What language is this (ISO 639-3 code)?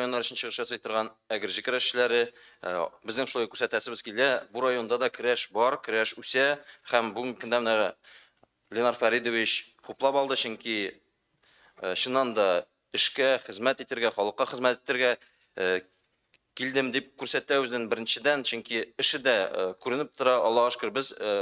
tat